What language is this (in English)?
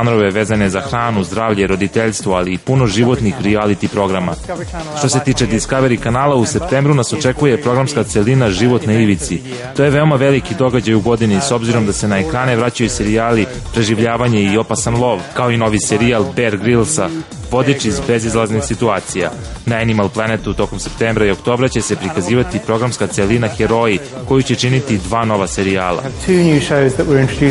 Serbian